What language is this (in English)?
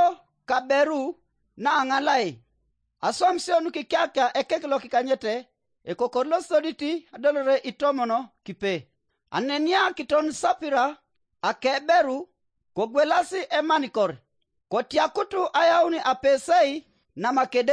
Teso